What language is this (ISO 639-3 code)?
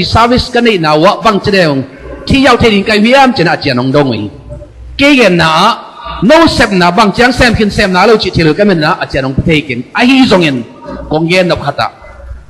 ctd